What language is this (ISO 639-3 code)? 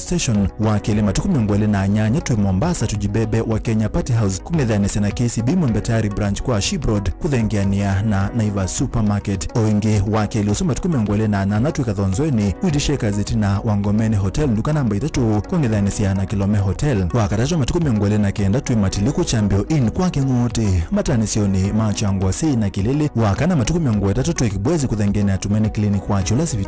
kam